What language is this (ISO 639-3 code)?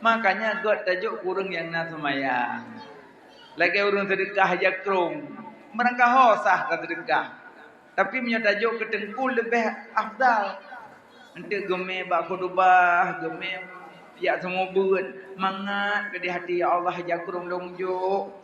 ace